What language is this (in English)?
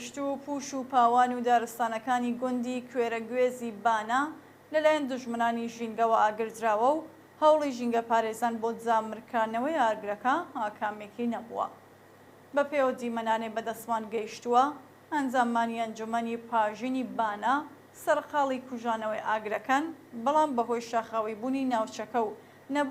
Central Kurdish